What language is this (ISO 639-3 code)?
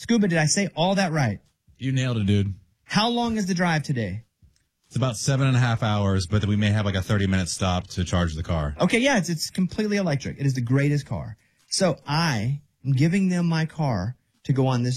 eng